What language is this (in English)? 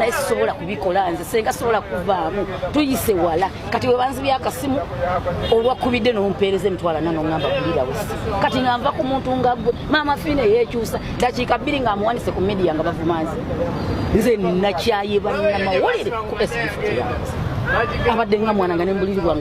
Ganda